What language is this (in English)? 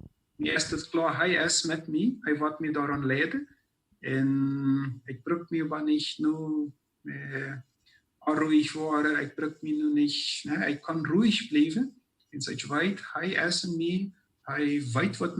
Plautdietsch